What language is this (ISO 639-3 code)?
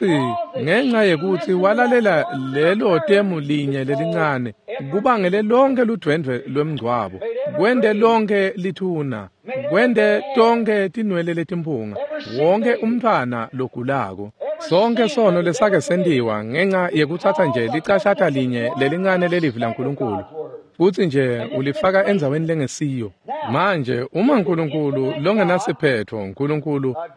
ssw